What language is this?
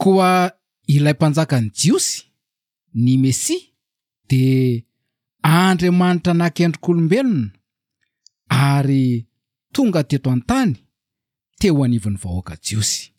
Malagasy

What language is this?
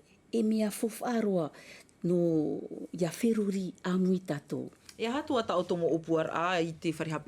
Tahitian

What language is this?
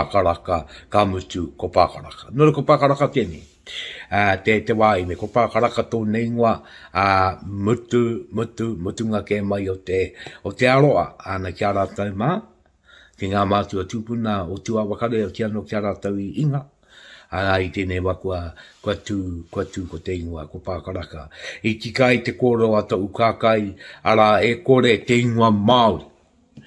Māori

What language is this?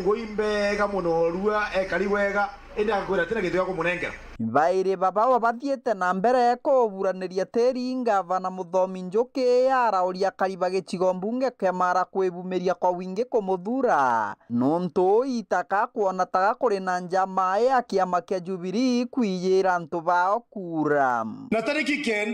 Meru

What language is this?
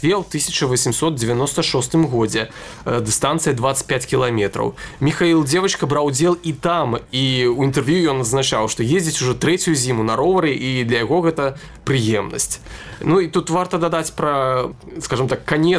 Belarusian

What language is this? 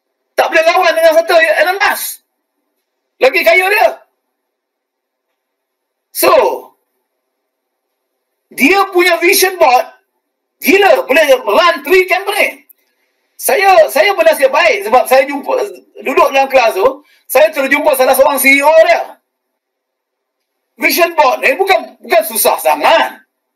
Malay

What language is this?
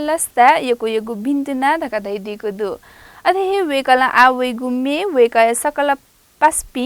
Newari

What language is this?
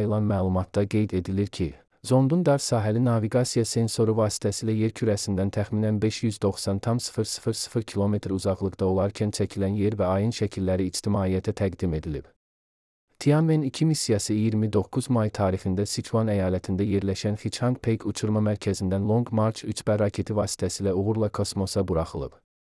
Azerbaijani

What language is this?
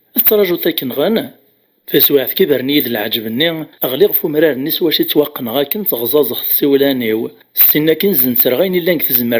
Kabyle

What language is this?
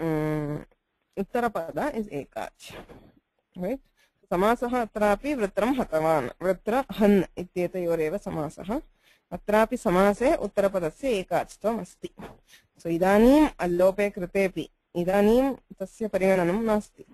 Sanskrit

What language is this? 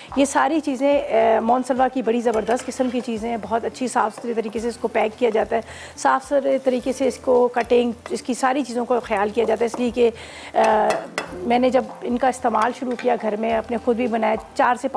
Hindi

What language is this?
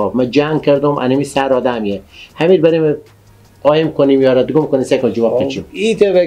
Persian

